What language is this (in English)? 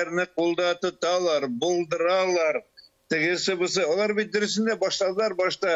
Tatar